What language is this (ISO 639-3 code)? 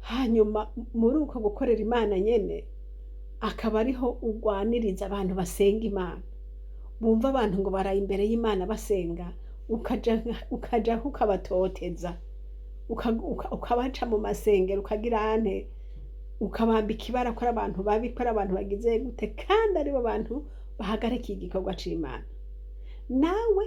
run